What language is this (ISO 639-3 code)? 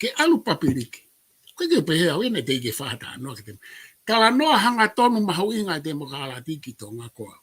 ton